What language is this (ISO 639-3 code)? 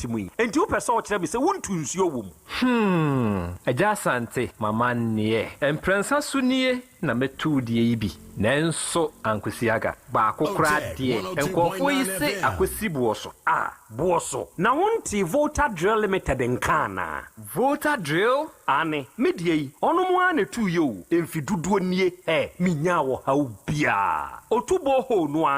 aka